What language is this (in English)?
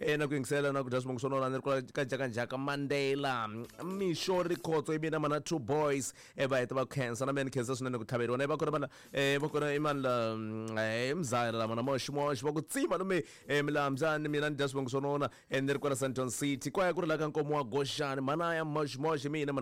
Tsonga